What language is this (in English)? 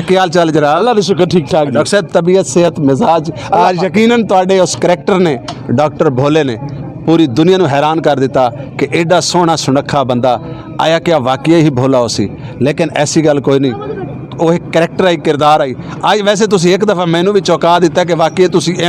Western Panjabi